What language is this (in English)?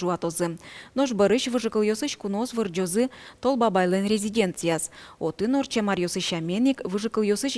Udmurt